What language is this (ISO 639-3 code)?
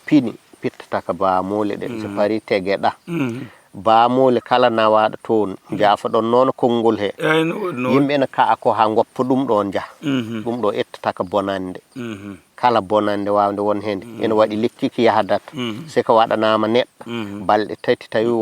ful